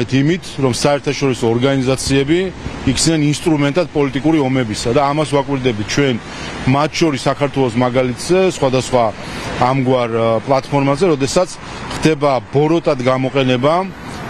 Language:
Georgian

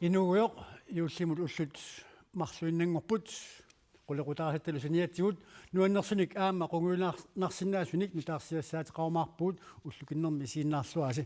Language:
Kalaallisut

